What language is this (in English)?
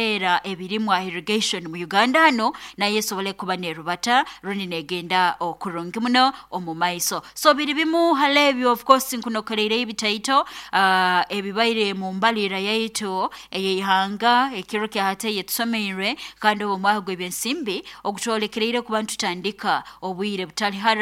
Nyoro